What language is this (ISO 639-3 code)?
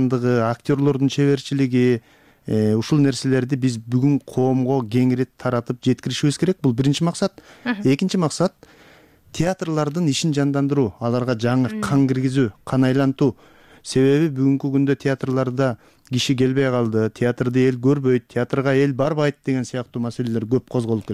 kir